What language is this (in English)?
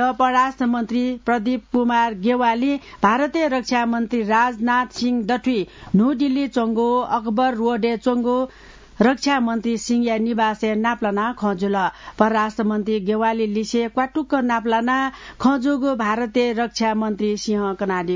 Newari